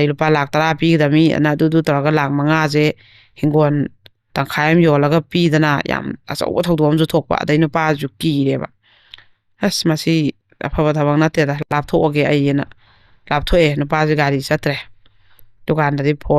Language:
Manipuri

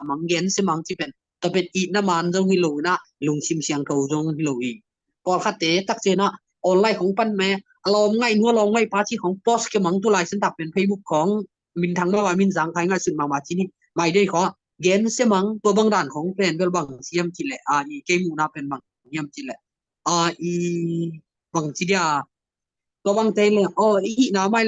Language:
Tedim Chin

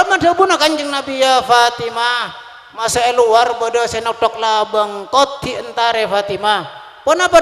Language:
Madurese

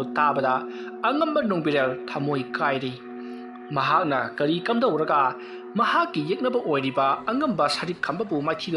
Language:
Manipuri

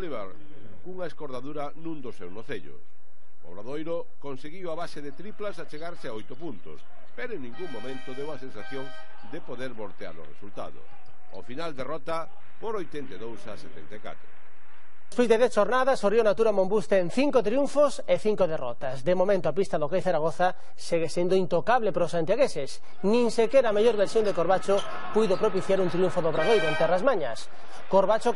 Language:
Galician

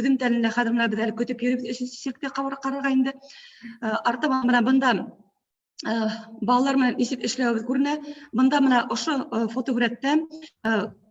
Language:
Bashkir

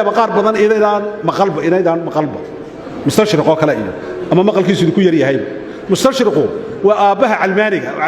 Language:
Somali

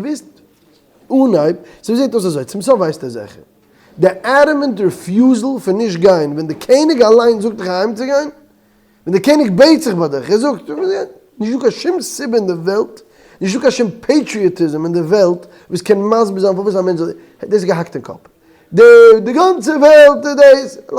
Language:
Yiddish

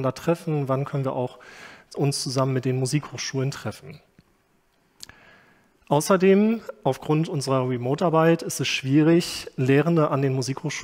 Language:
German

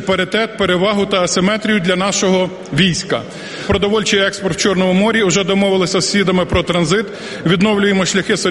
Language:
Ukrainian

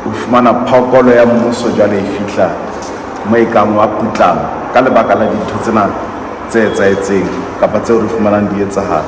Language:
Southern Sotho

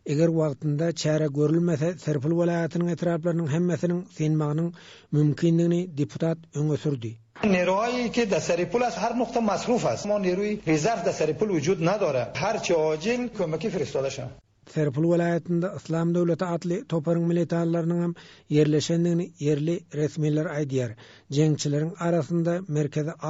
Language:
Turkmen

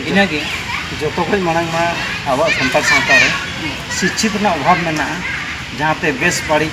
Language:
Santali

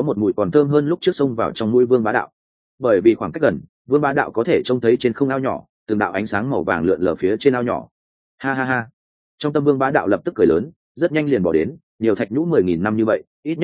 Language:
Vietnamese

